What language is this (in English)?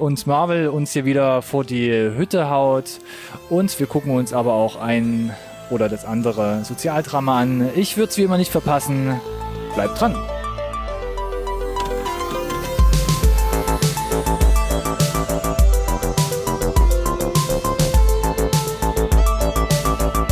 German